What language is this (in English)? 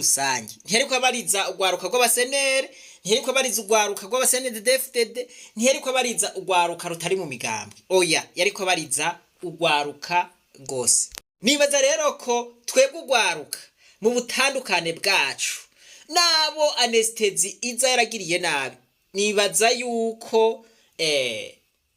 Rundi